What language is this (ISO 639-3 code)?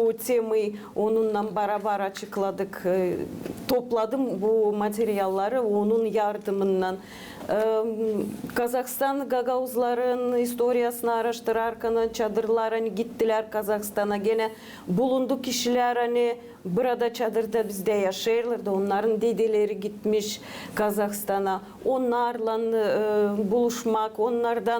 gag